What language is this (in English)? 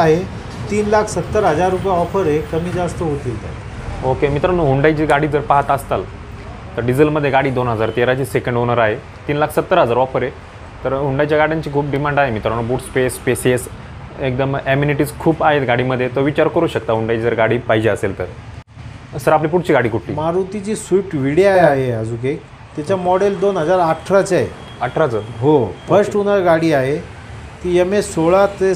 Marathi